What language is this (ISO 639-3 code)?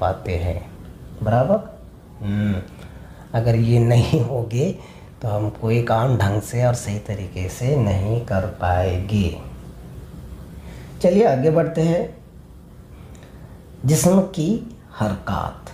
hin